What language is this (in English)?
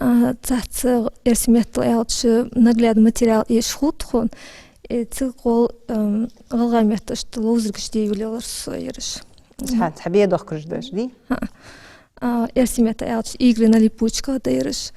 Ingush